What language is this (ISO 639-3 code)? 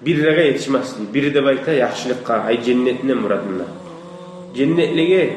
kum